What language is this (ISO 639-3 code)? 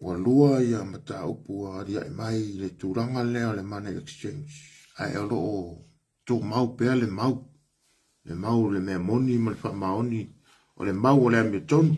smo